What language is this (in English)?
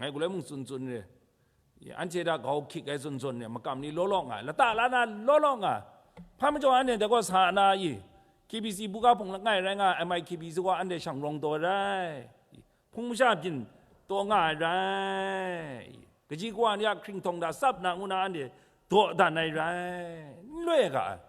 Kachin